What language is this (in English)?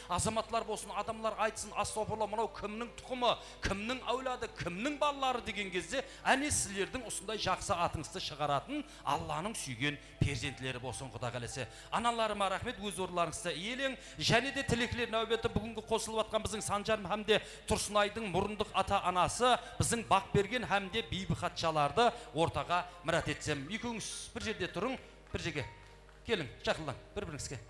Kara-Kalpak